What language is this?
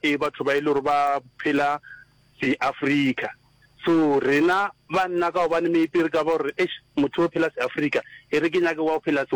Northern Sotho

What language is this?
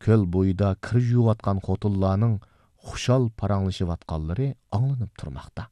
Uyghur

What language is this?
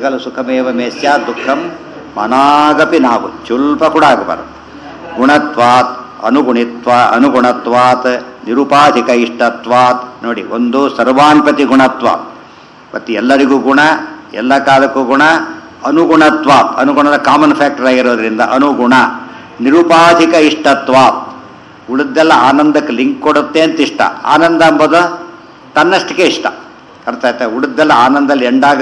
Kannada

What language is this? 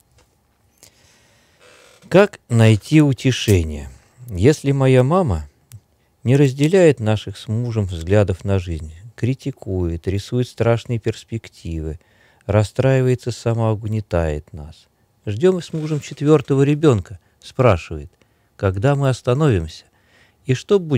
Russian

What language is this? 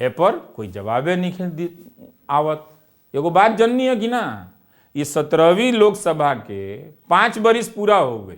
Bhojpuri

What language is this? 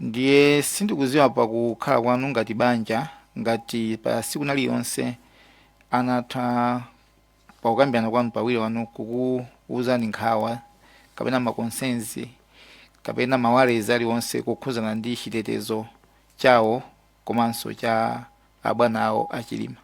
Nyanja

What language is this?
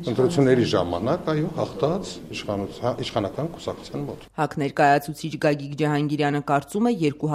Armenian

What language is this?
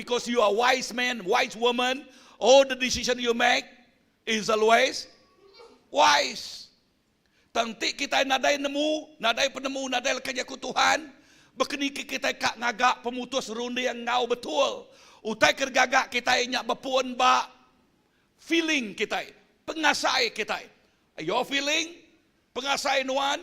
Iban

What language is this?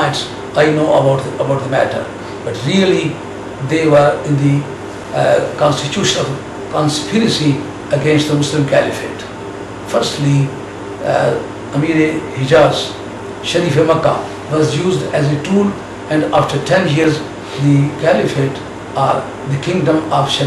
English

